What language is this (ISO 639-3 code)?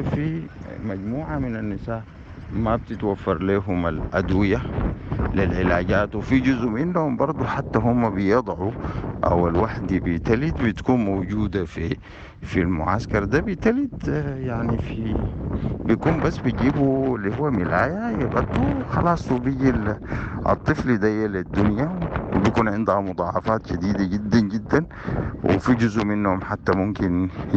apd